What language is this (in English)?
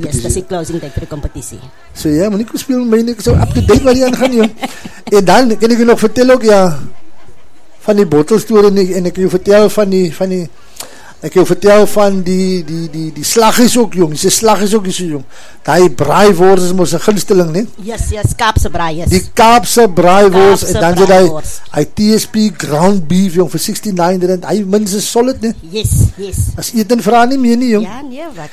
Afrikaans